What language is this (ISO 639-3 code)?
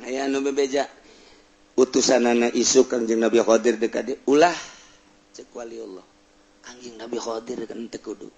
sun